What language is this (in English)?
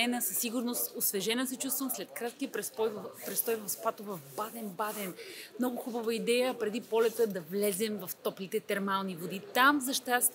Bulgarian